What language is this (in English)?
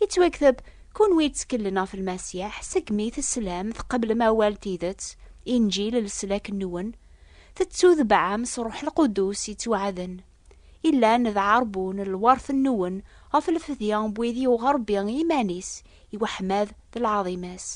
Kabyle